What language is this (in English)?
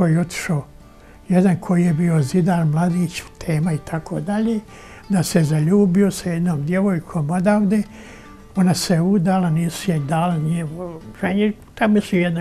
Bosnian